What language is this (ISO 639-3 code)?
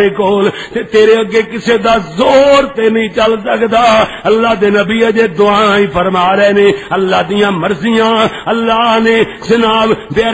lah